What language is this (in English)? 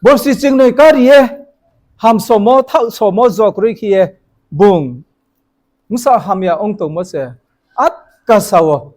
Riang (India)